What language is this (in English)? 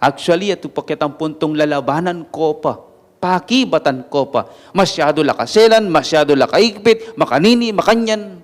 Pampanga